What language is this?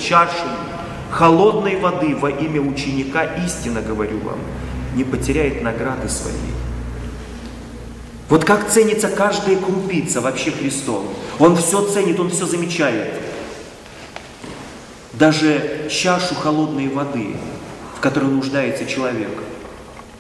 Russian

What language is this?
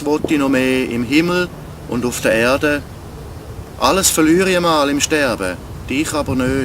Swiss German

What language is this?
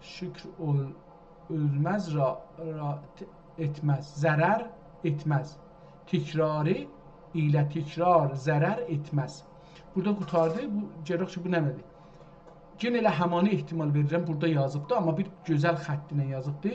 South Azerbaijani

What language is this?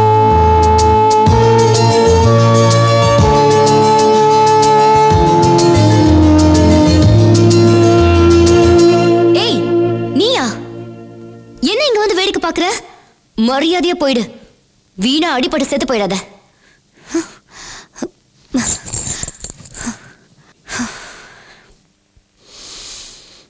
Tamil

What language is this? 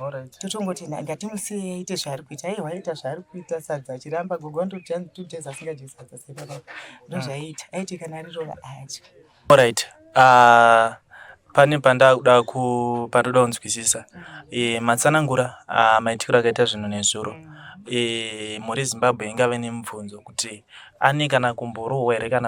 Shona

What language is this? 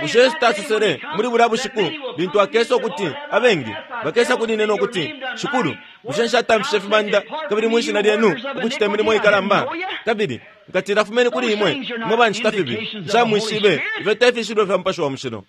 Bemba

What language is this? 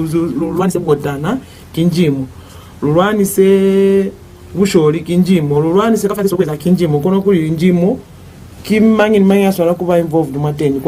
Lozi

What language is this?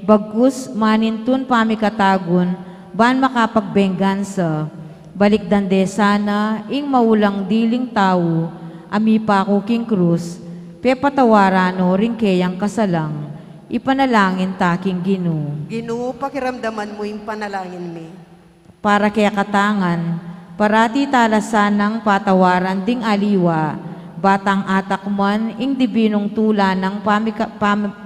Pampanga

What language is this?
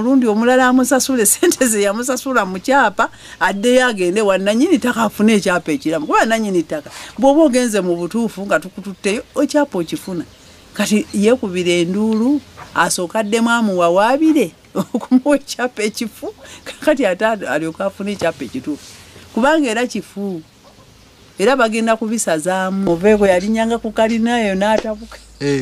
Ganda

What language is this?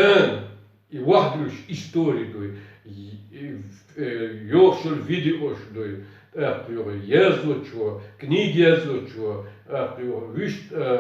Chechen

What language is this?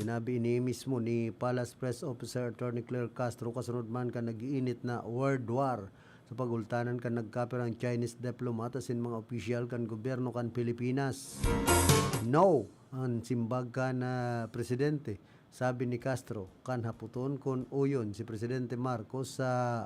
Bikol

